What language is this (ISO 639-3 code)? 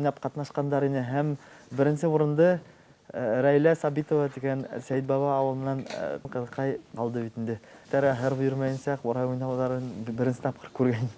bak